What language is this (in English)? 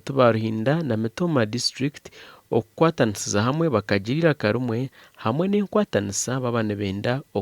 Nyankole